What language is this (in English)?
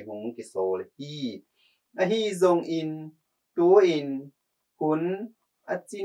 Tedim Chin